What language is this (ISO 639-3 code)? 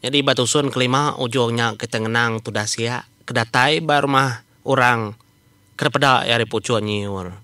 iba